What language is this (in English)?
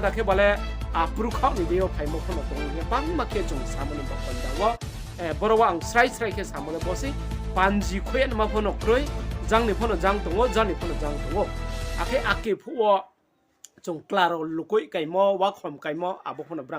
Riang (India)